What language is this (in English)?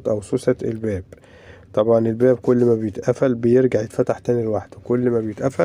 Egyptian Arabic